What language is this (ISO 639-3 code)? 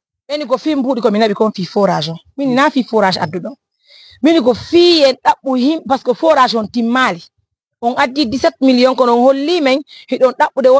ful